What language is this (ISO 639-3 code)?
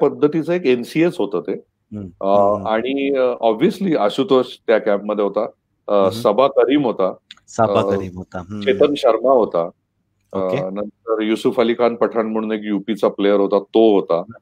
mar